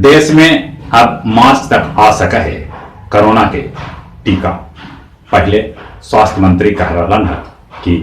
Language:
Magahi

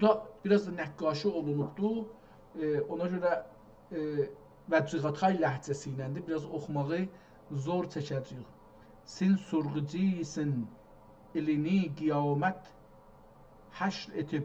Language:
South Azerbaijani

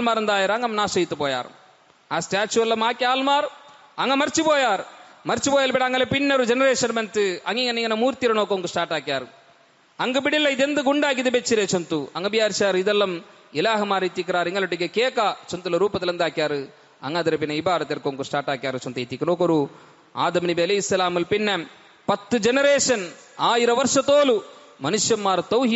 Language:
Malayalam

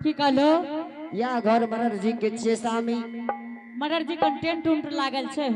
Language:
Angika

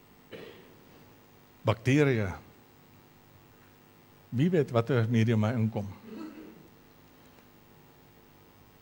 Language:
Afrikaans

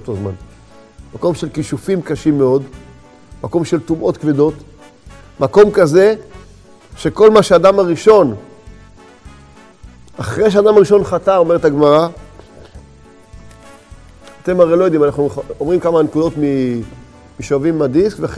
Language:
Hebrew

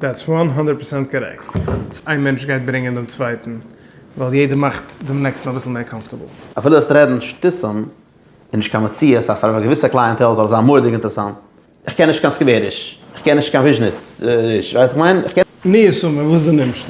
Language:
Yiddish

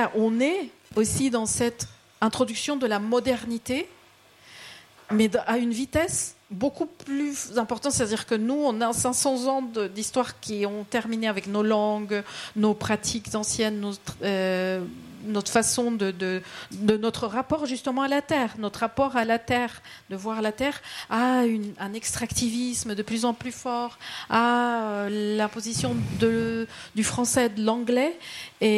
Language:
French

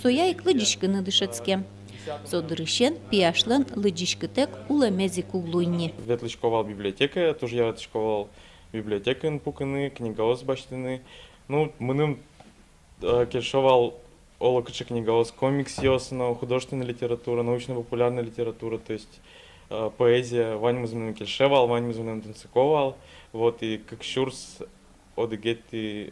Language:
Udmurt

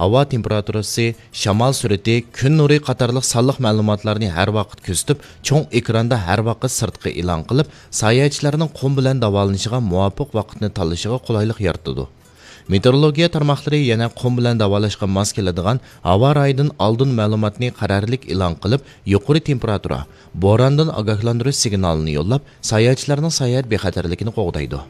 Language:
Uyghur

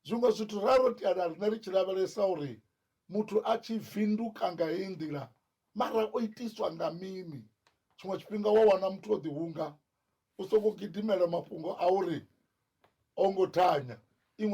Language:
Venda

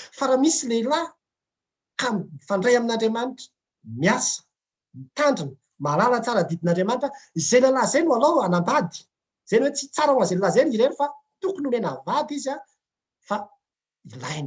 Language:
Malagasy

